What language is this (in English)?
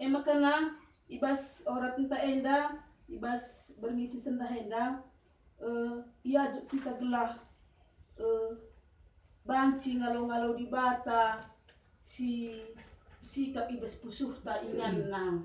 Batak Karo